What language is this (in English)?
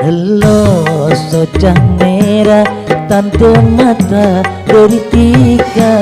Madurese